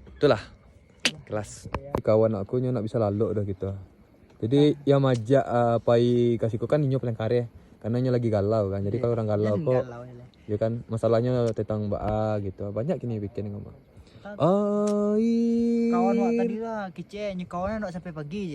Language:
Minangkabau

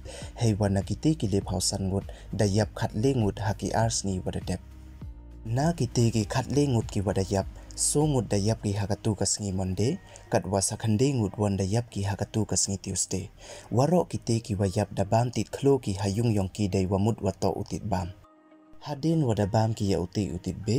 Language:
Pnar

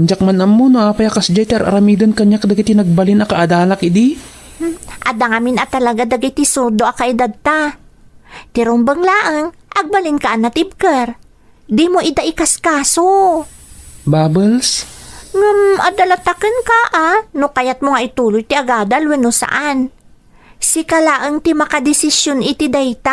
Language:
Iloko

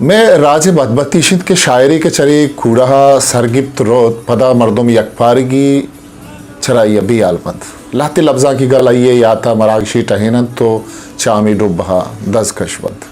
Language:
Eastern Balochi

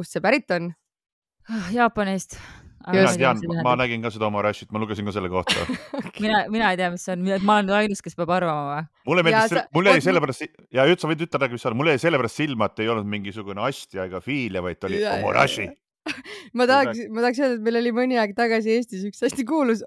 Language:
Estonian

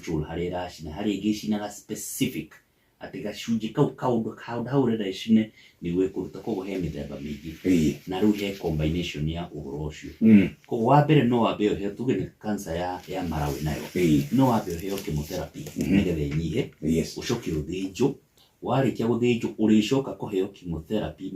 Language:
Kikuyu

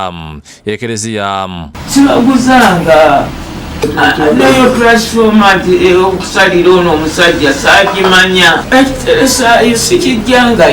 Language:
Ganda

